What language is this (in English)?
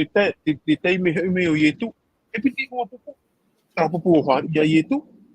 Tahitian